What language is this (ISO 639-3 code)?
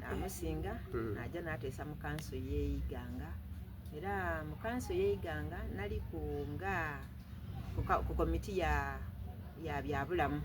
xog